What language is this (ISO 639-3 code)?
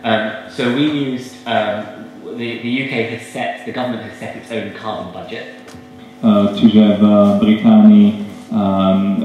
slk